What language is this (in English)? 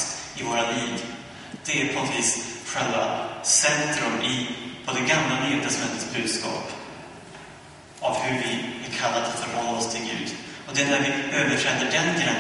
Swedish